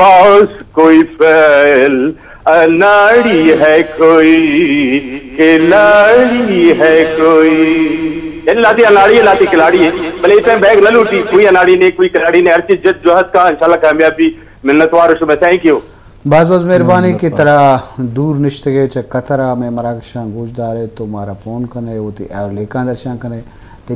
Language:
Baluchi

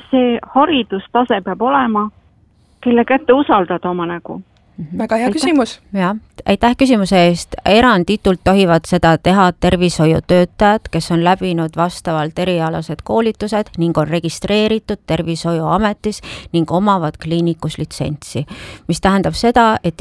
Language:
Estonian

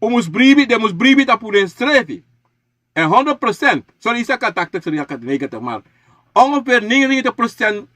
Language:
Sranan Tongo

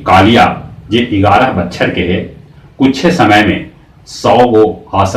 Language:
Magahi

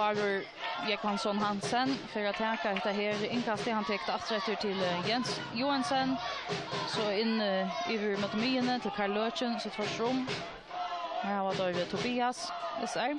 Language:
Faroese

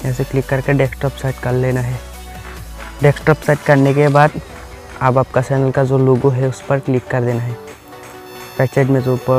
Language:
Hindi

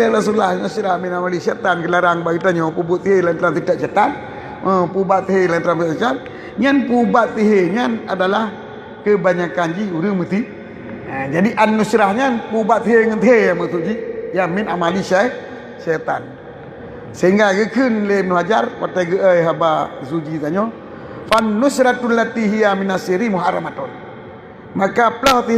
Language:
Achinese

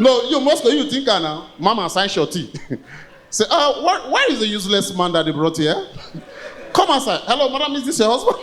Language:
Nigerian Pidgin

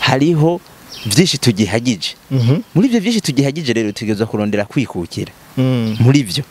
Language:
Rundi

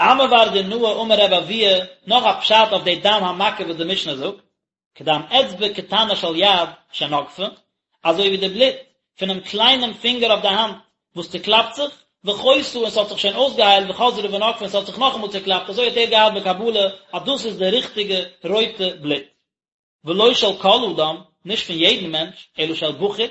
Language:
Yiddish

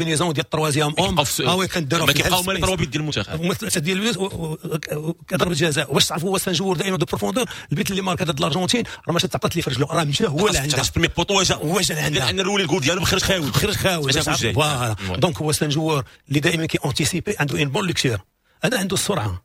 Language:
Moroccan Arabic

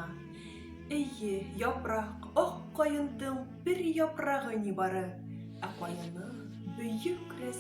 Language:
Bashkir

